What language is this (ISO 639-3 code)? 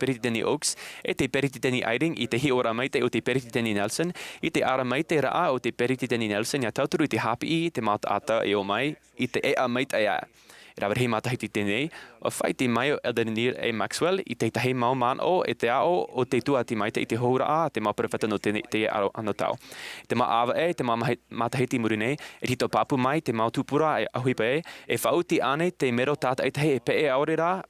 tah